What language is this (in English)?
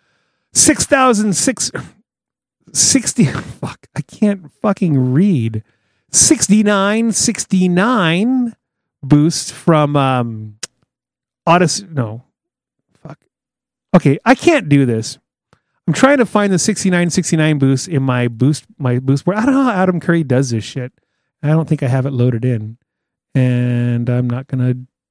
English